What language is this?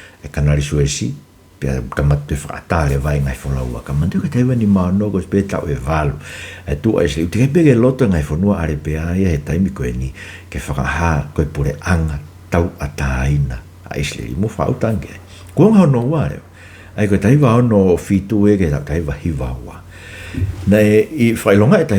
Tongan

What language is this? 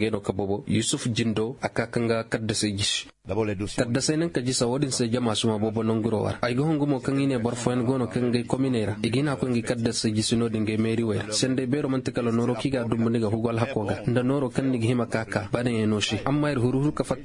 Zarma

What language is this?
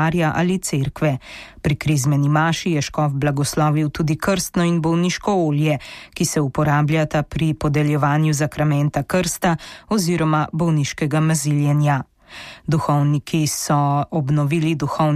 Slovenian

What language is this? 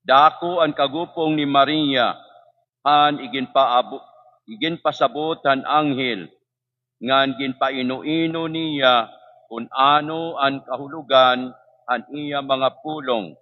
Waray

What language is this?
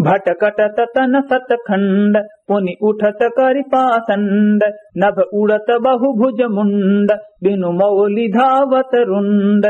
Awadhi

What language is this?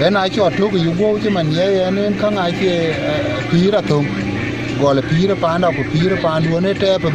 Dinka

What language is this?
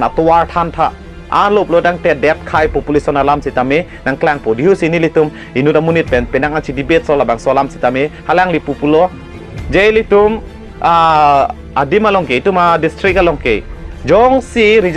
Karbi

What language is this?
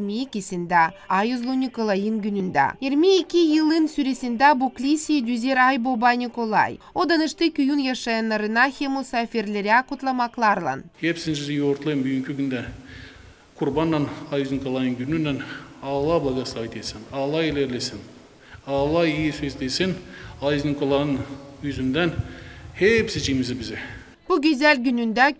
Gagauz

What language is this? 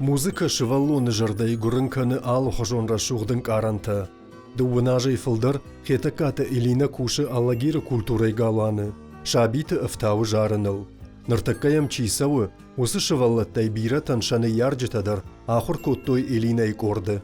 Ossetic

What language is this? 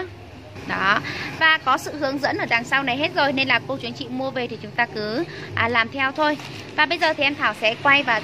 Vietnamese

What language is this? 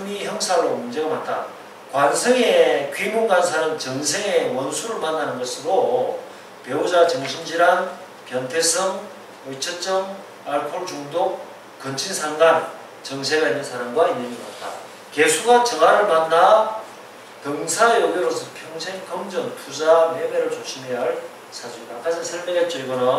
Korean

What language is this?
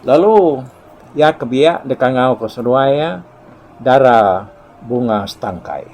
Iban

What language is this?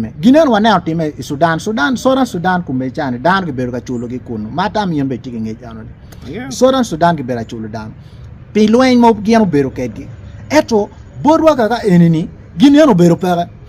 Acoli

